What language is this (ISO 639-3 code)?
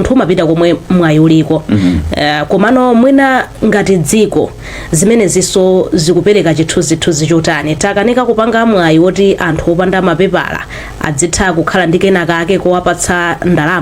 nya